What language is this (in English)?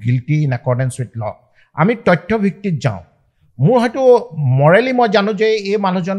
Assamese